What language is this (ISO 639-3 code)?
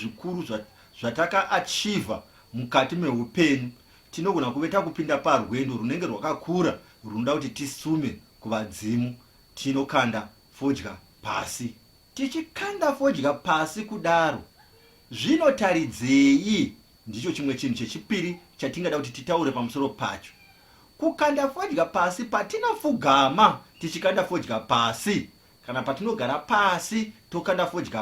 sna